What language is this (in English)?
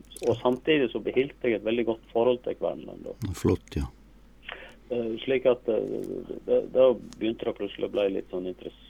Norwegian